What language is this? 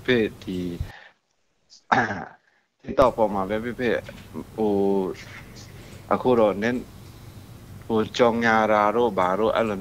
Burmese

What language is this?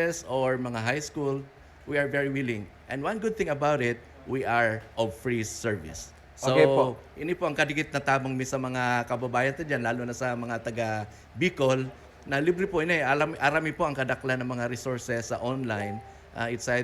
Bikol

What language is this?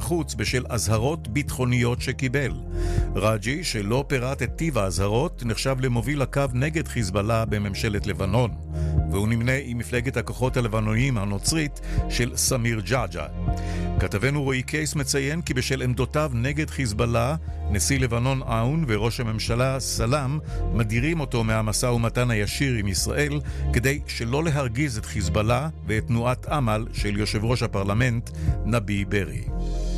Hebrew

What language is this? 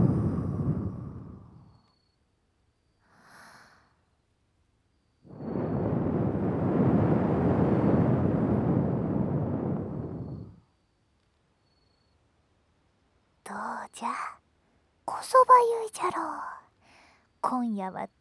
Japanese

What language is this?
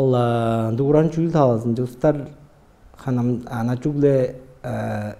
Tuvinian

